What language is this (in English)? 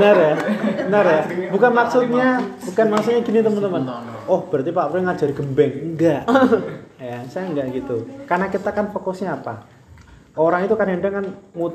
Indonesian